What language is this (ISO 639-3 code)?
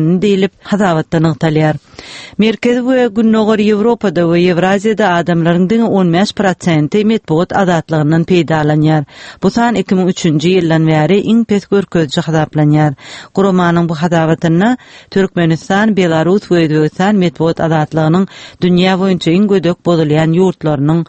tuk